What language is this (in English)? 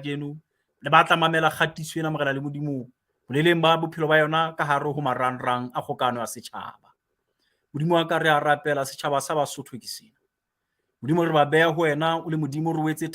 Southern Sotho